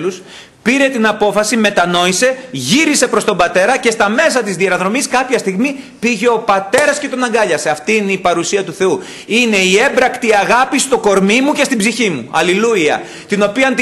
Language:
Greek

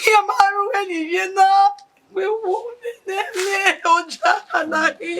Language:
Bini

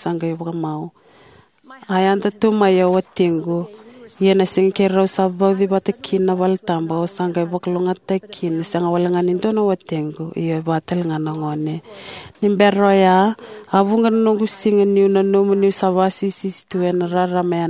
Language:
Fijian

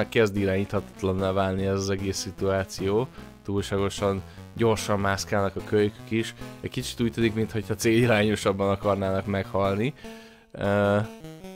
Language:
Hungarian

